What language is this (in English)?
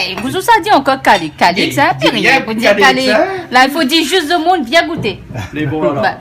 Réunion Creole French